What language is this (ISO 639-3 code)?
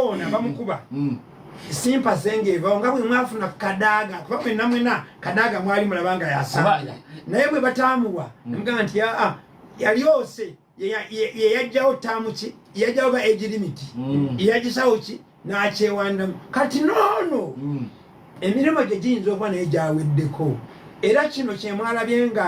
lug